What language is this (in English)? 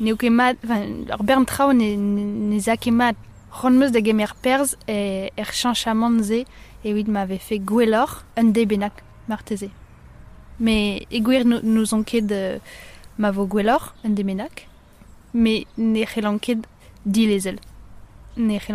Breton